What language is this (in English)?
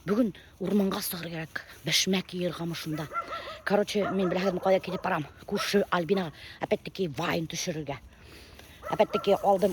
Bashkir